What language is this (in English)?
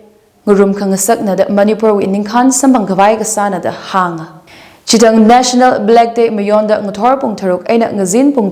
Tangkhul Naga (India)